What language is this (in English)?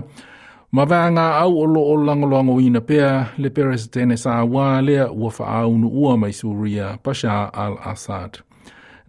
Samoan